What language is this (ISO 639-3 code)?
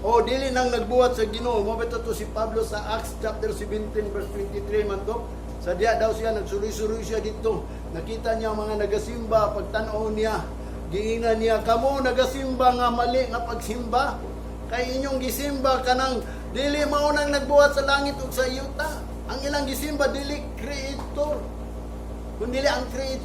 ceb